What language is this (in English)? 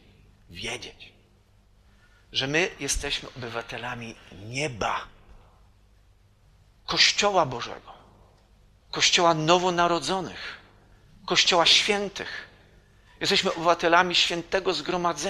Polish